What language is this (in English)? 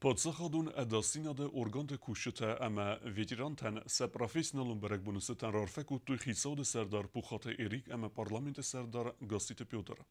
Ossetic